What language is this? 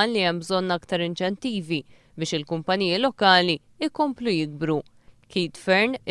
Maltese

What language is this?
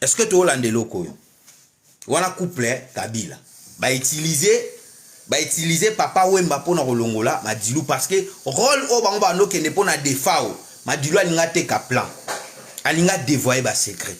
Lingala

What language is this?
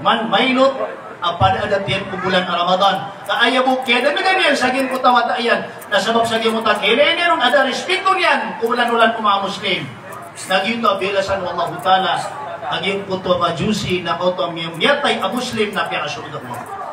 Maranao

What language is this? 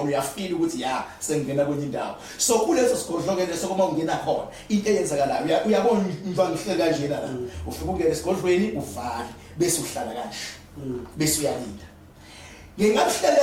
Zulu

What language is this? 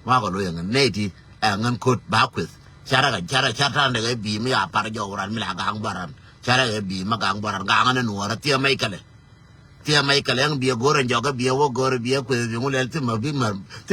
Nuer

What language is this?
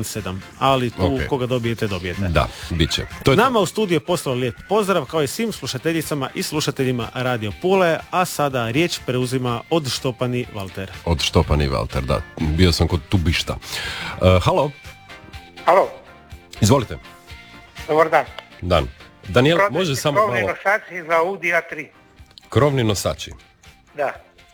Croatian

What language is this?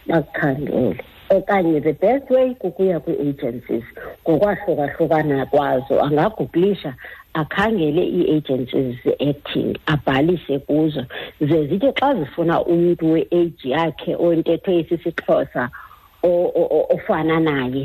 Xhosa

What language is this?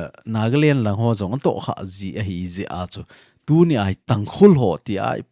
Thado Chin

